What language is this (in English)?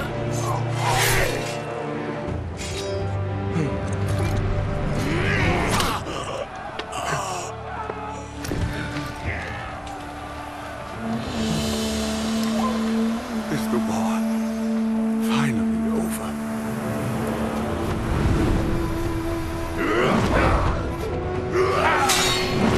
English